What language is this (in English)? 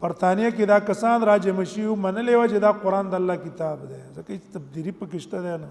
Pashto